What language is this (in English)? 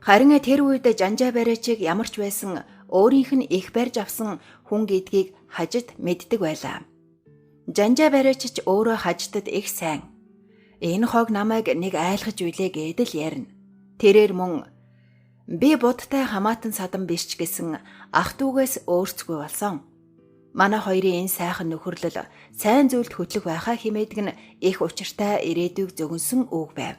Mongolian